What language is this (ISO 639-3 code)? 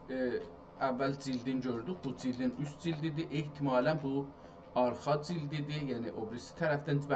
azb